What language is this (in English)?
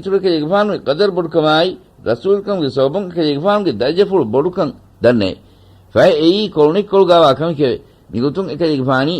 Divehi